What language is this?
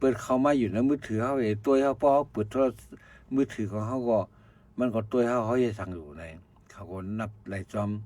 Shan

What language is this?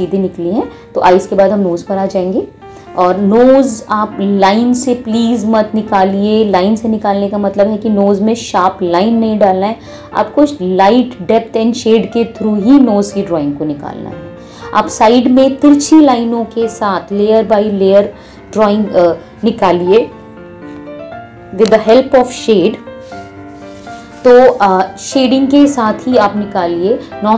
Hindi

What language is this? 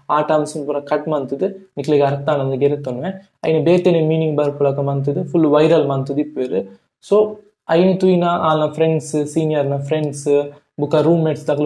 Tulu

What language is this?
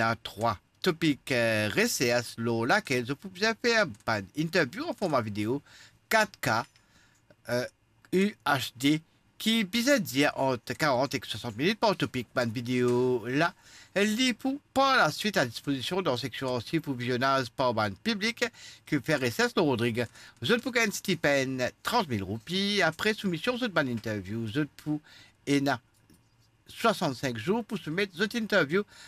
Morisyen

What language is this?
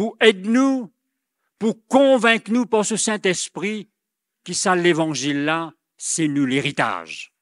Morisyen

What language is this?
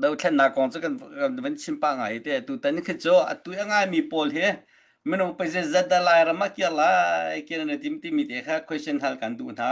Hakha Chin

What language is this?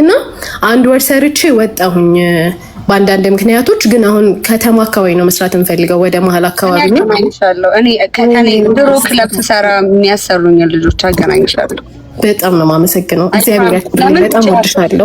Amharic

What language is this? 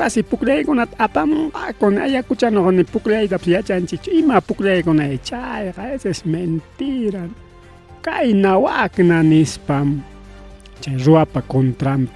Ayacucho Quechua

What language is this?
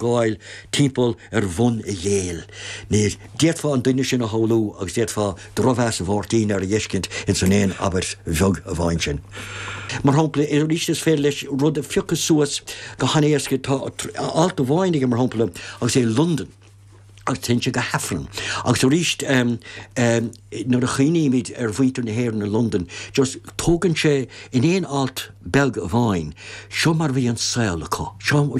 Irish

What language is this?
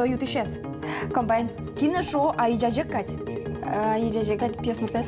Udmurt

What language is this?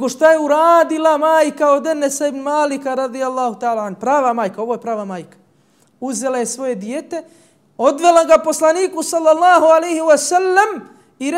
Bosnian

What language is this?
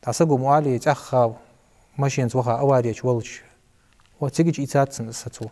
Ingush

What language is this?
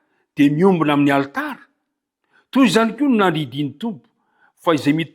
Malagasy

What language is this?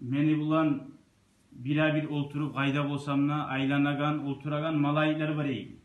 Kumyk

